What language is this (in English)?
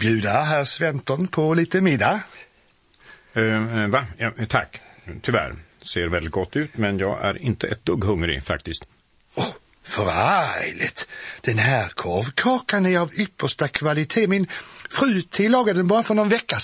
Swedish